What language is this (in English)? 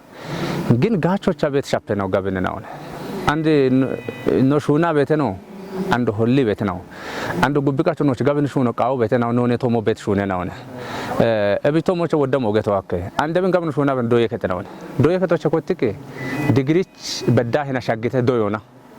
Kafa